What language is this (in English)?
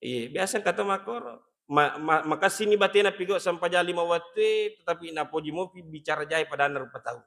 Buginese